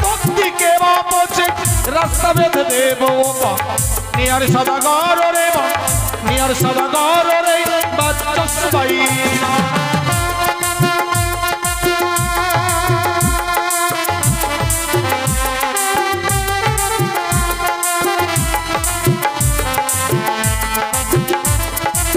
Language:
Bangla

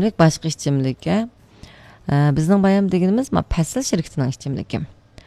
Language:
Uyghur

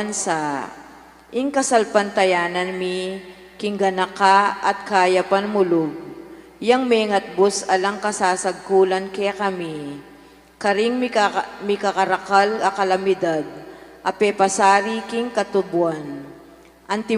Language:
Pampanga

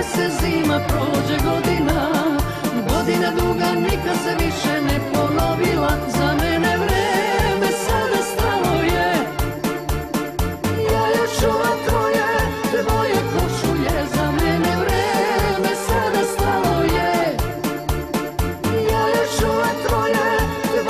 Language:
Serbian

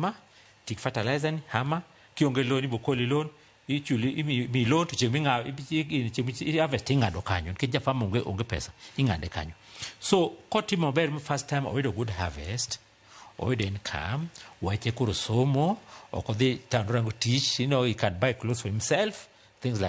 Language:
Luo (Kenya and Tanzania)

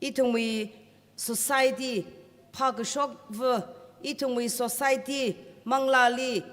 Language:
Tangkhul Naga (India)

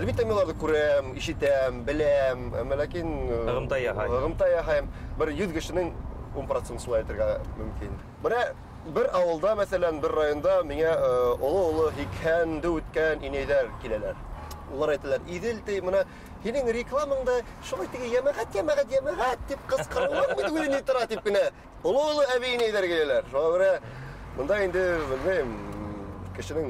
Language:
Bashkir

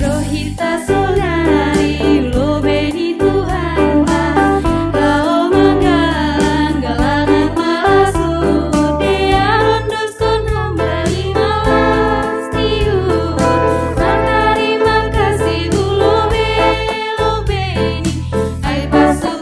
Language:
Batak Simalungun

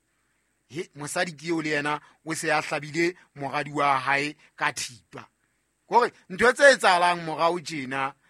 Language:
Southern Sotho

